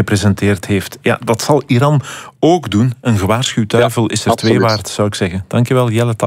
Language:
Dutch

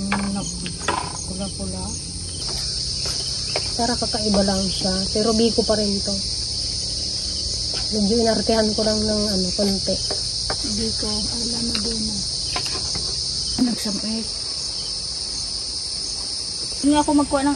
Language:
Filipino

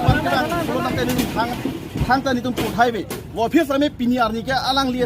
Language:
Karbi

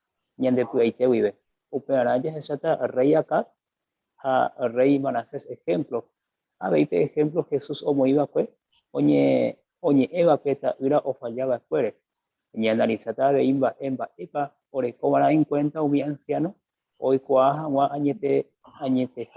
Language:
Guarani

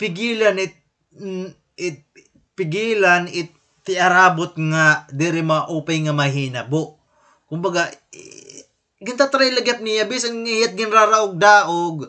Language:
Waray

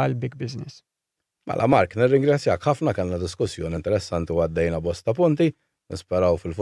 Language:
Maltese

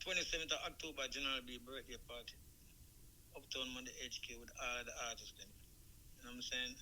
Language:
Jamaican Creole English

